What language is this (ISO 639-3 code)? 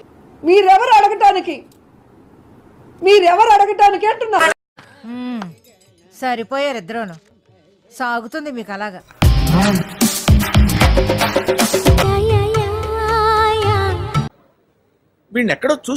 tel